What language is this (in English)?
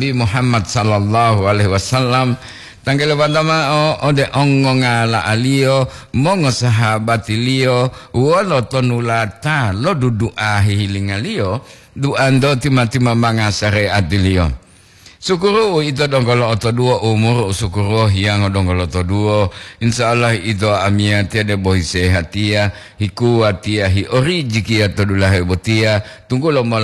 Gorontalo